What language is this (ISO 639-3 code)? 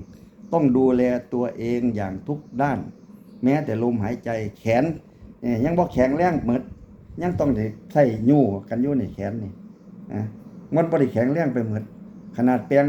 tts